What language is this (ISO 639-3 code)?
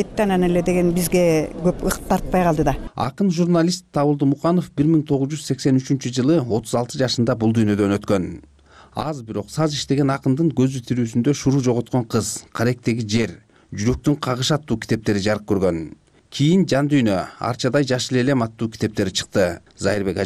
kir